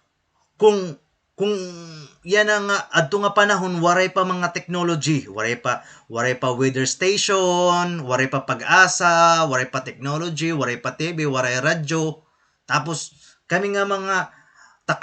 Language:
Waray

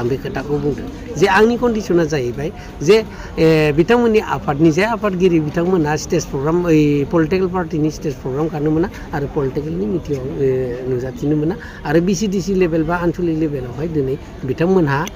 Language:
Bodo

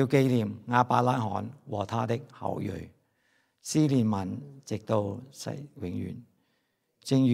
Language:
Cantonese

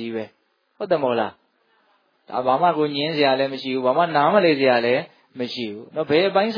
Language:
Burmese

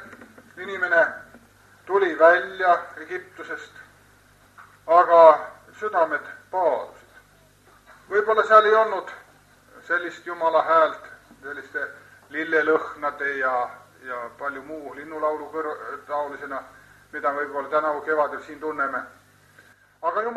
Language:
Estonian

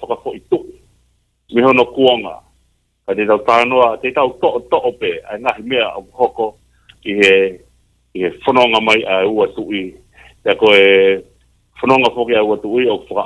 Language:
Tongan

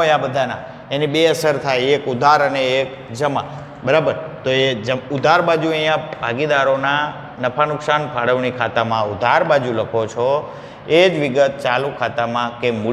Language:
Gujarati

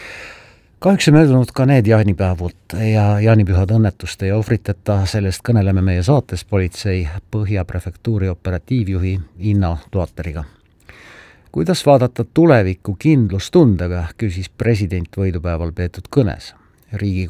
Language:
Estonian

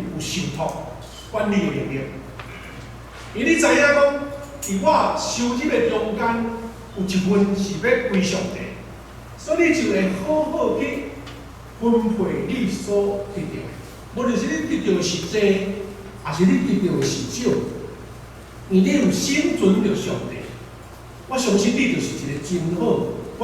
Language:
Min Nan Chinese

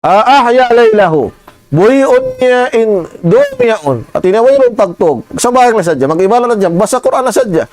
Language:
Tausug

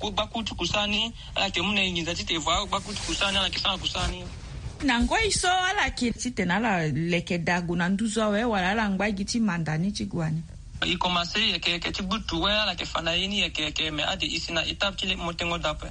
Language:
Sango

